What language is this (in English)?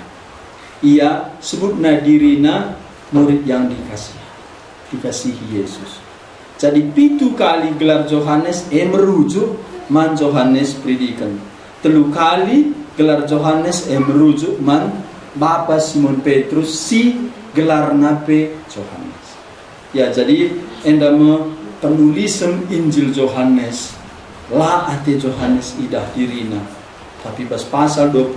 Batak Karo